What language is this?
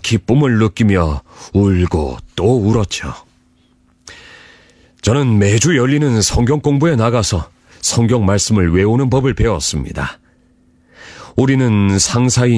Korean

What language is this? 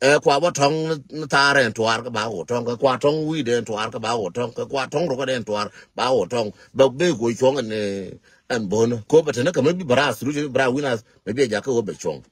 Nuer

